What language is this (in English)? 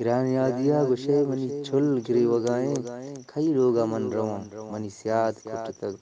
Eastern Balochi